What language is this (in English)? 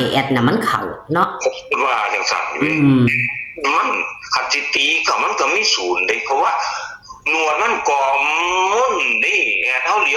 Northeastern Thai